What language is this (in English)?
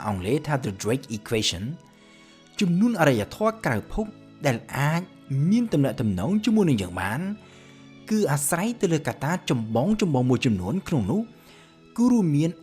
Khmer